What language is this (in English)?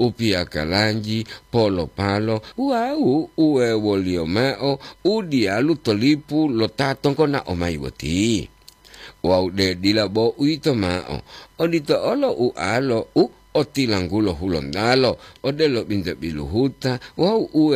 Gorontalo